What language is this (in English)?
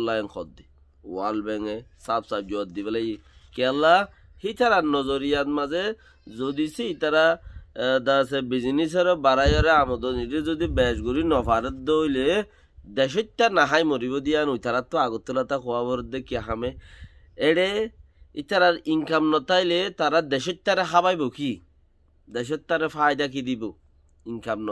Rohingya